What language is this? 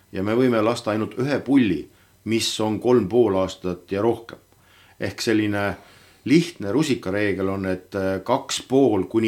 Estonian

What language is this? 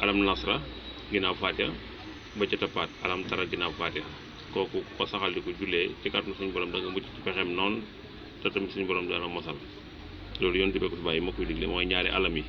Wolof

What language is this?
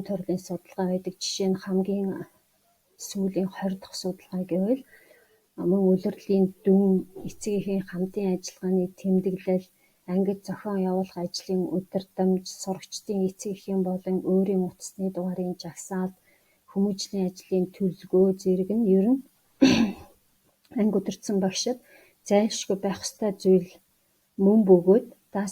Mongolian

